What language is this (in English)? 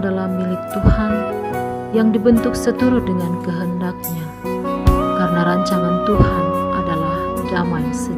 Indonesian